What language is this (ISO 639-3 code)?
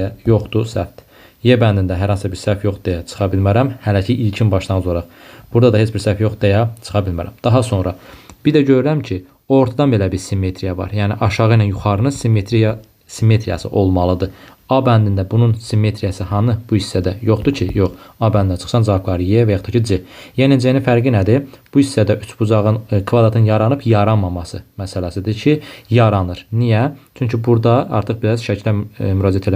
aze